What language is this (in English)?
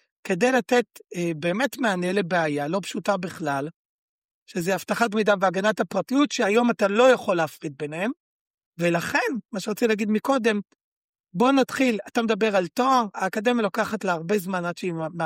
Hebrew